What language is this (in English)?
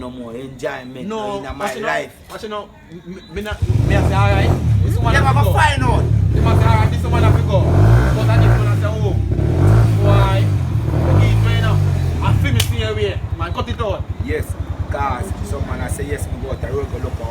Jamaican Creole English